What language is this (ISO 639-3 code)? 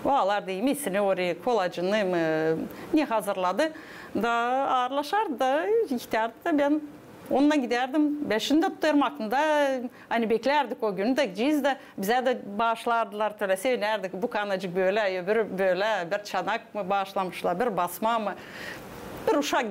gag